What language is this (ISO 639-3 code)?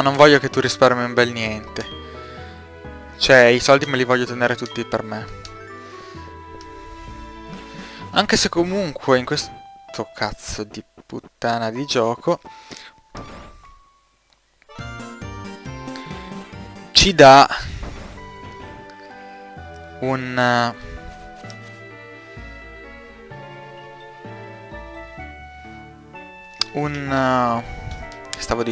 ita